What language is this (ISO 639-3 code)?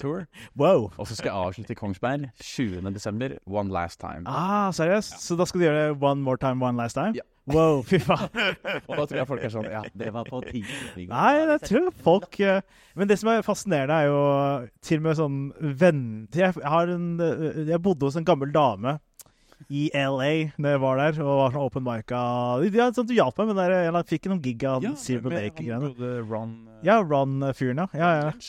nor